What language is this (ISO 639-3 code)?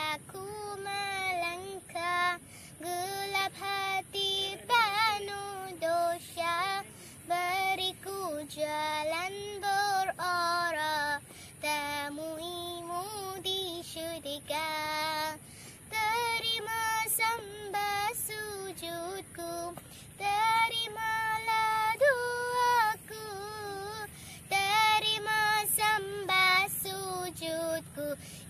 msa